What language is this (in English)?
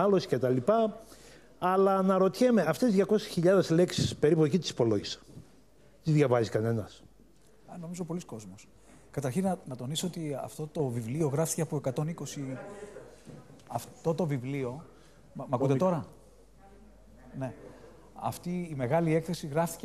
Greek